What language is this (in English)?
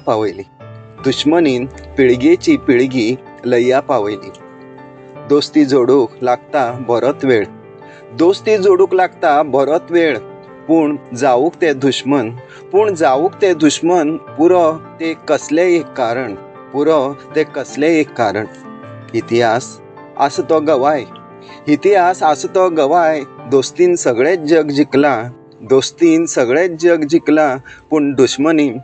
Konkani